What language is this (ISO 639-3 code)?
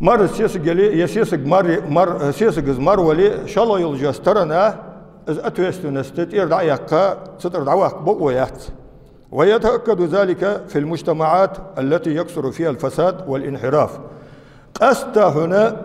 inh